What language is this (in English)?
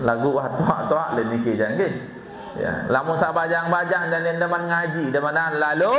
Sasak